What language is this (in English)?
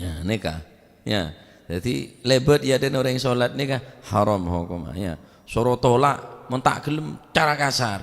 Madurese